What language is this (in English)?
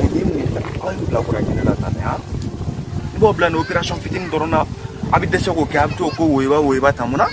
Bambara